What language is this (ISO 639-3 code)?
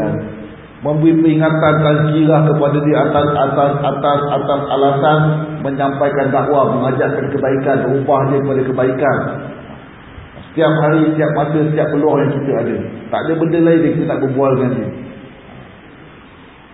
msa